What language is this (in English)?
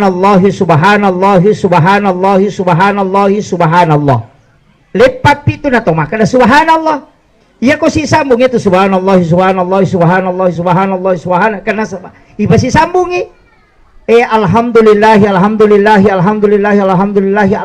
Buginese